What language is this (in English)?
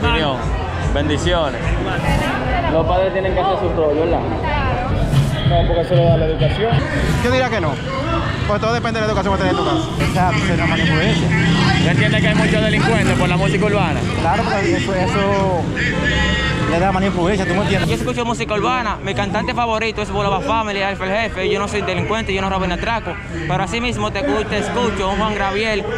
Spanish